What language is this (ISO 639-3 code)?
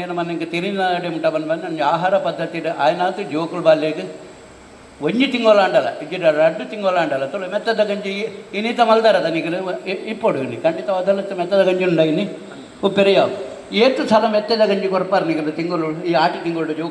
tcy